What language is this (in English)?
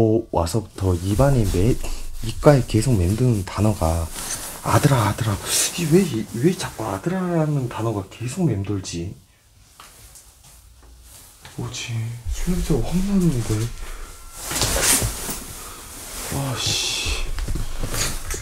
Korean